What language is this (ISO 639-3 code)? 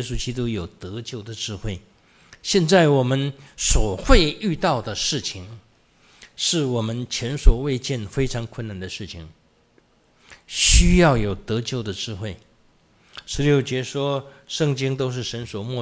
zho